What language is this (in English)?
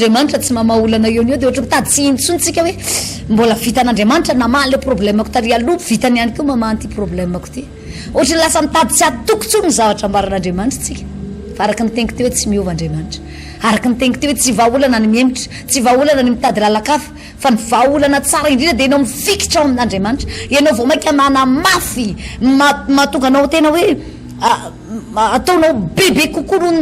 Malagasy